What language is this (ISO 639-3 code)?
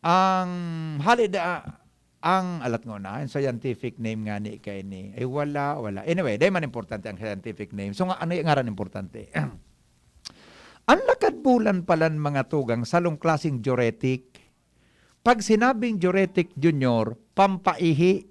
bik